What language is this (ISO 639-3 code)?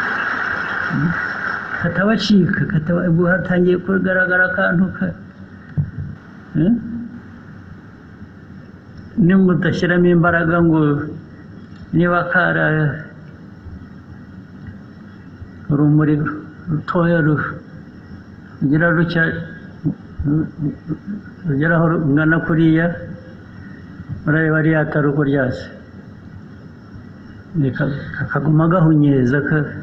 kin